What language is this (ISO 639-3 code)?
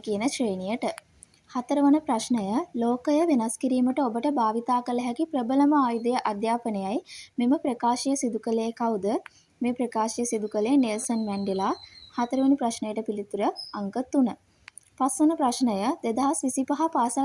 sin